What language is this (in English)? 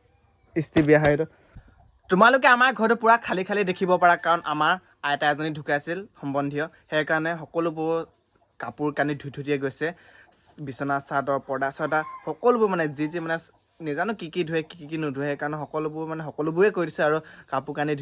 Assamese